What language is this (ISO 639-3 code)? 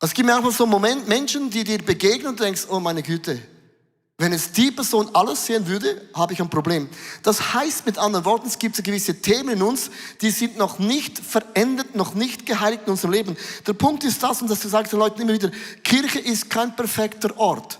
gsw